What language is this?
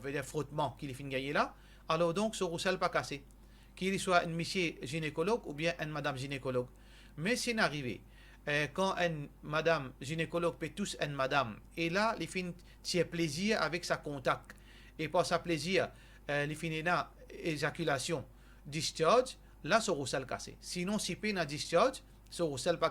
Morisyen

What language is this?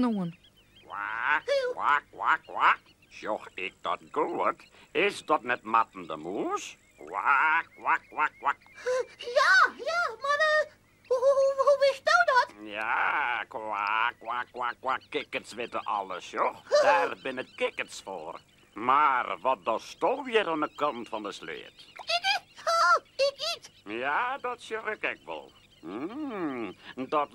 Western Frisian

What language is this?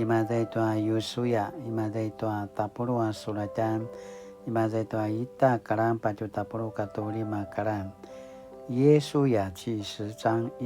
Paiwan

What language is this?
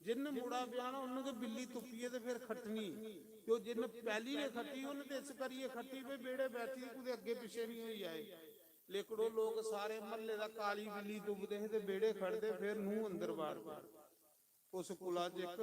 Dogri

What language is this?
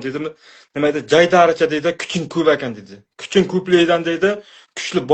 Uzbek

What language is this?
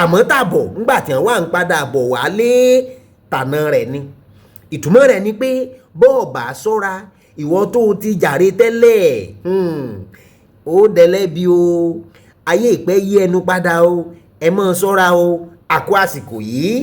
Yoruba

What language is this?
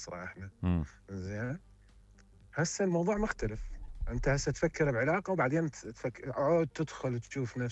Mesopotamian Arabic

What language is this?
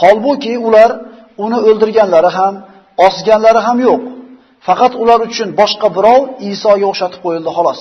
Uzbek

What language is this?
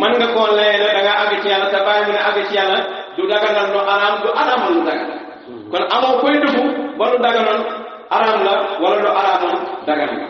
Wolof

